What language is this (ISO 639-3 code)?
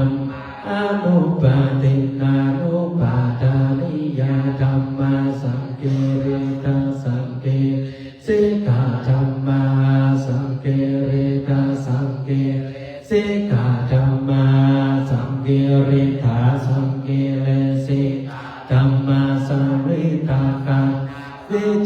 pli